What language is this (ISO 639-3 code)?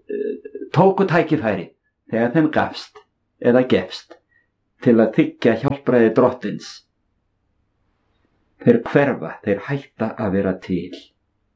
isl